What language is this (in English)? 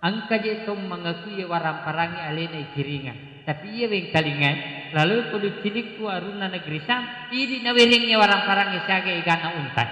Buginese